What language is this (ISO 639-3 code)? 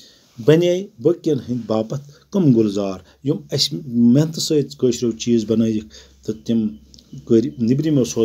kas